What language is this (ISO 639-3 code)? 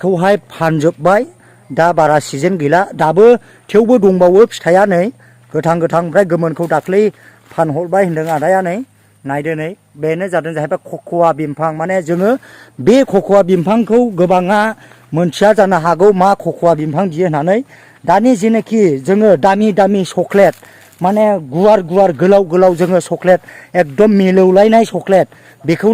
brx